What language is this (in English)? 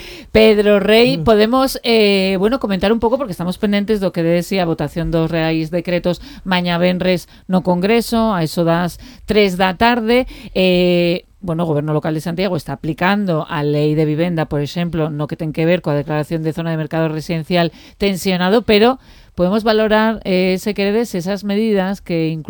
Galician